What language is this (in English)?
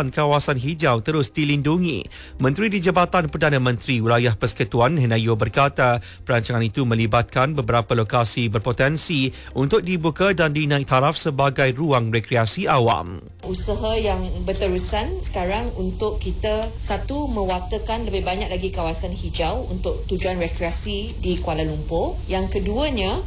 Malay